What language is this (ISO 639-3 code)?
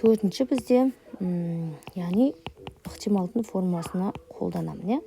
kaz